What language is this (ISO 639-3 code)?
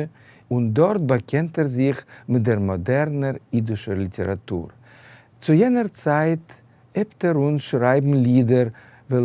yid